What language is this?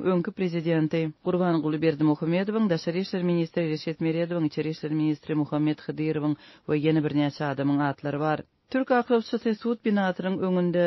Turkmen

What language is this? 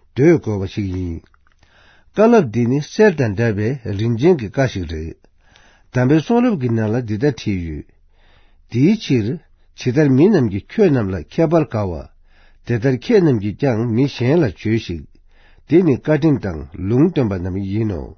Tibetan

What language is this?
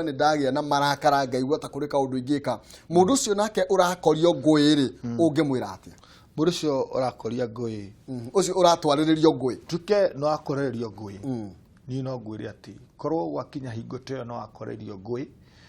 Kikuyu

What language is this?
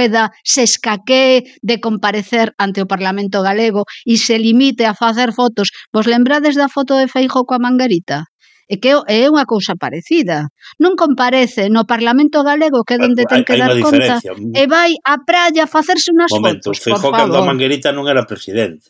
Galician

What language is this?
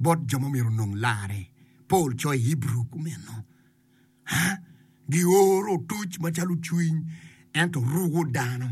Acoli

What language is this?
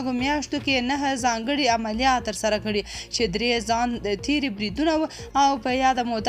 Pashto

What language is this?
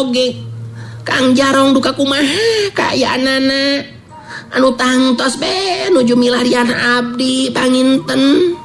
Sundanese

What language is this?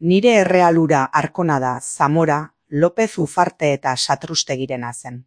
Basque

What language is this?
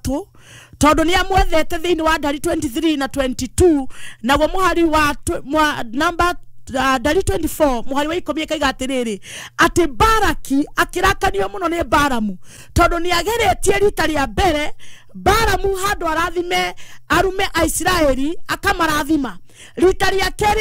Kikuyu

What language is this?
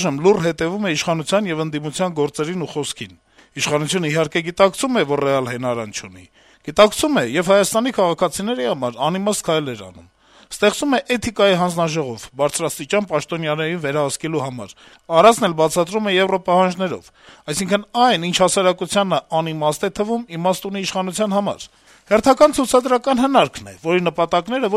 Armenian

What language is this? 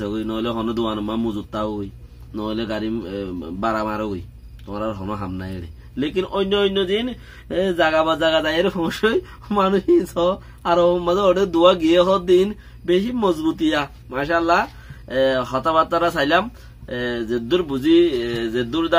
Rohingya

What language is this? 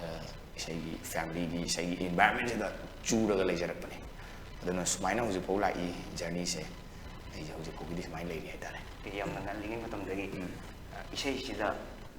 Manipuri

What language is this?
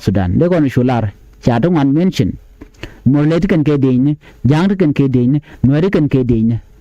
Nuer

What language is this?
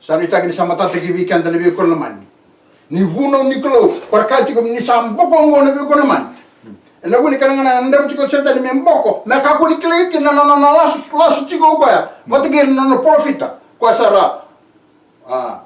Fijian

